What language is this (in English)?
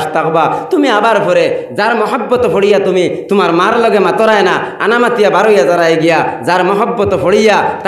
Sylheti